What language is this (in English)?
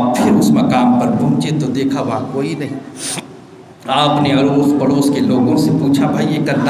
Urdu